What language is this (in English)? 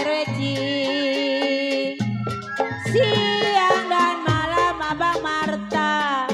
Betawi